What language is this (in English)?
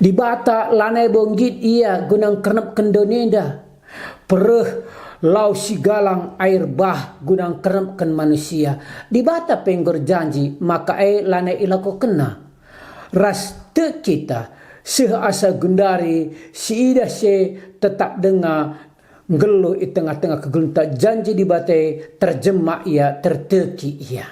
Batak Karo